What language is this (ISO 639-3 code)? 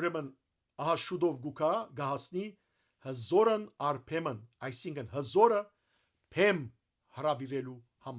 hyw